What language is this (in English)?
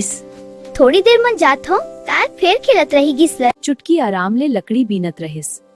Chhattisgarhi